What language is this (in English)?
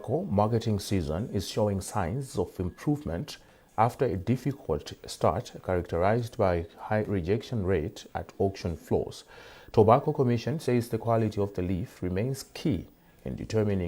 English